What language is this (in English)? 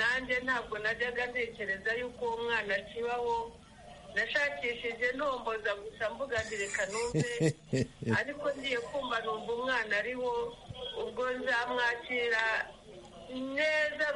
Kinyarwanda